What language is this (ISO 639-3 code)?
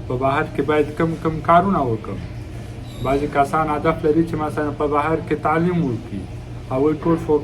pus